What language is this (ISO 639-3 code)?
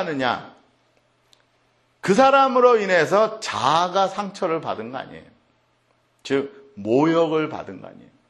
kor